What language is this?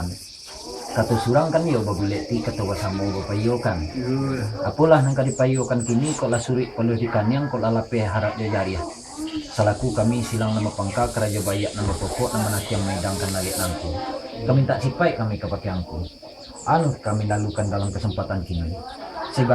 Minangkabau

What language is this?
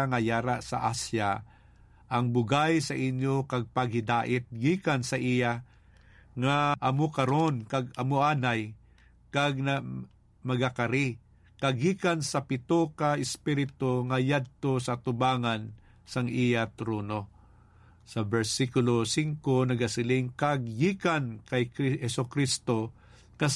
Hiligaynon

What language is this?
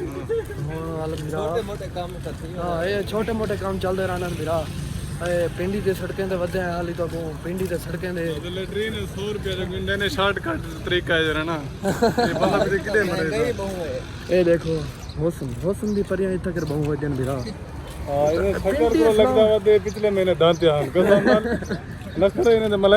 Saraiki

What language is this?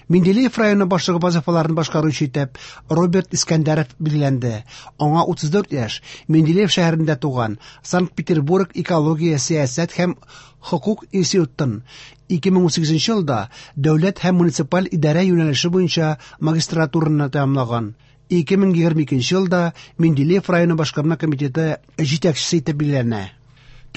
Tatar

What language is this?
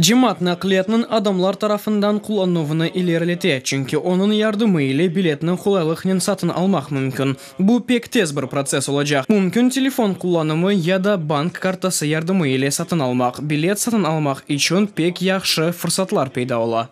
Crimean Tatar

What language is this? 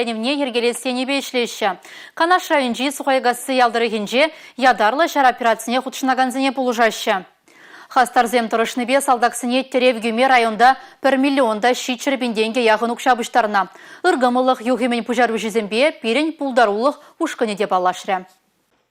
Chuvash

